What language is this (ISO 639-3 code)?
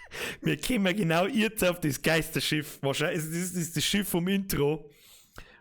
bar